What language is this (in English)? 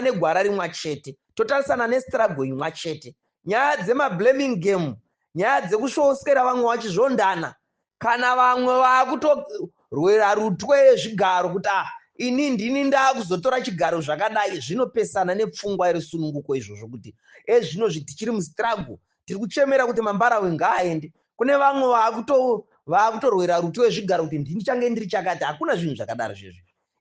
Shona